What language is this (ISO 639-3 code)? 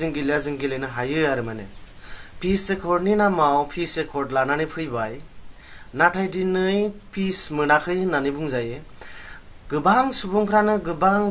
brx